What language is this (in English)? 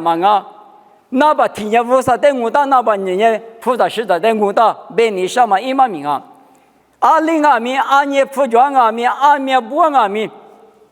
Lisu